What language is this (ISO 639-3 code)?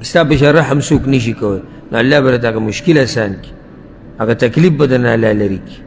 pus